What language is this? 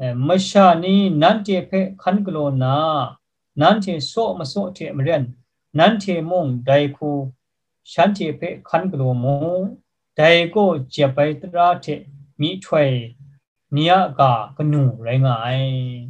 Kachin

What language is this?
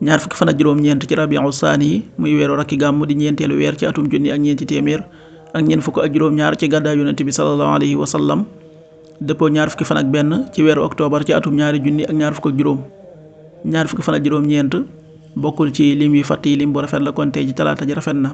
Wolof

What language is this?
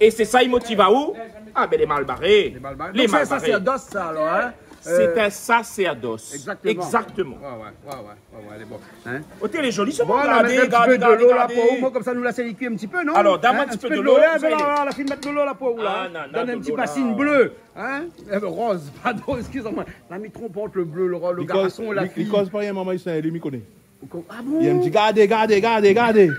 Réunion Creole French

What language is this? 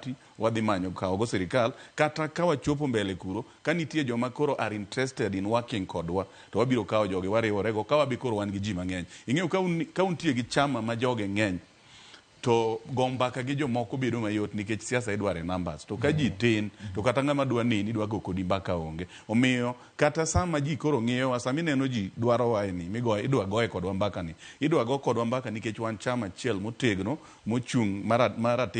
Luo (Kenya and Tanzania)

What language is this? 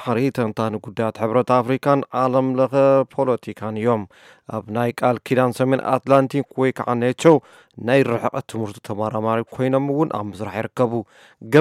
Tigrinya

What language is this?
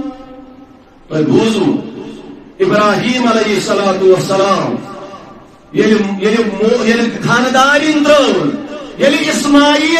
Kashmiri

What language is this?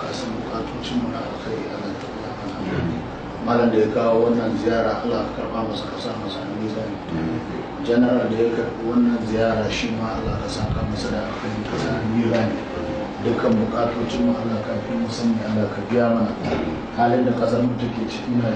Hausa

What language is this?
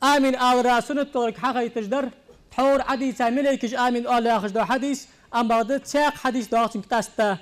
Ingush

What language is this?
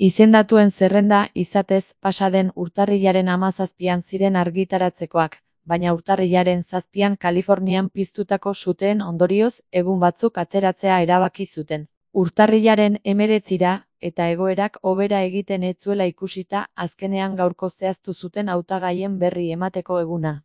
Basque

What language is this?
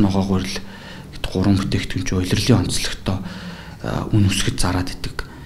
Mongolian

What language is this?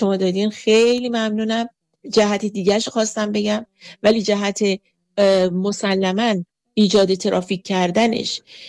Persian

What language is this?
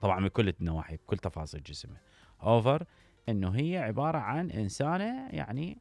Mesopotamian Arabic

